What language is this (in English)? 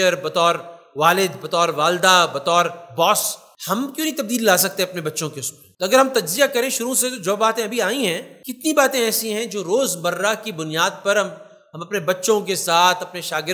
Urdu